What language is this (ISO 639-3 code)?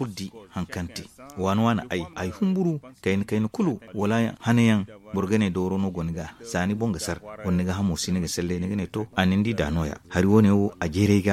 dje